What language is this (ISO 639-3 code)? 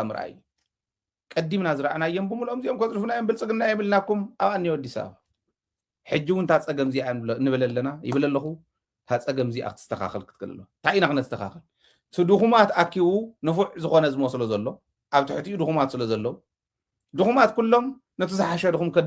tir